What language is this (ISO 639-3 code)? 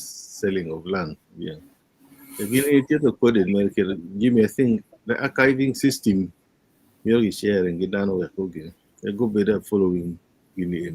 ach